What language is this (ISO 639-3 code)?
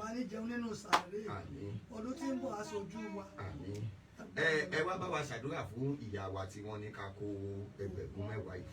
yor